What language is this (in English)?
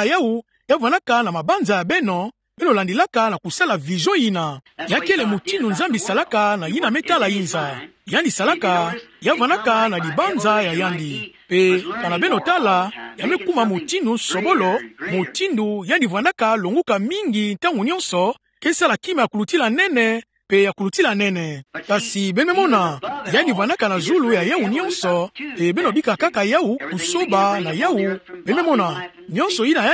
Kituba (Democratic Republic of Congo)